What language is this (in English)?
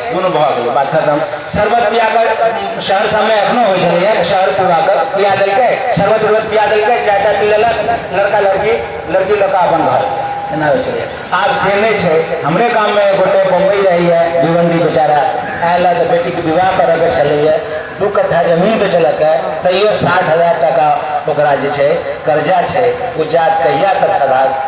Maithili